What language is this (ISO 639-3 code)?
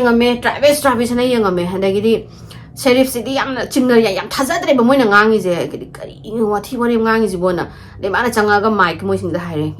mni